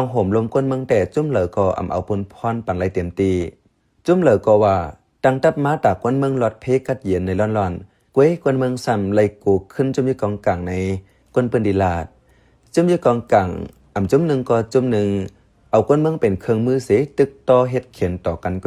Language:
Shan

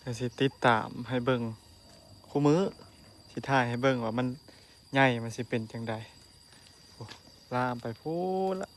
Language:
Northeastern Thai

